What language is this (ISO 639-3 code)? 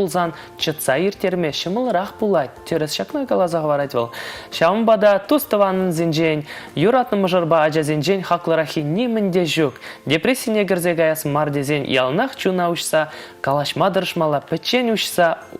chv